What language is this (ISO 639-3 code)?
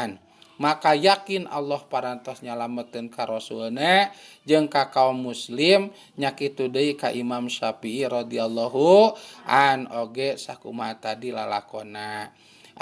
sun